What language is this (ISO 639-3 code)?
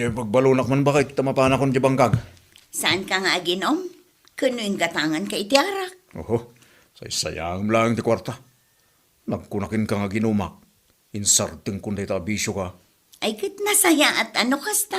ilo